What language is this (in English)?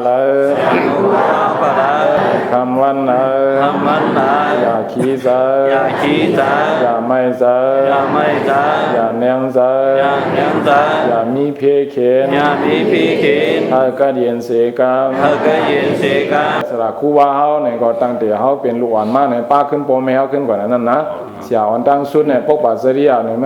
Shan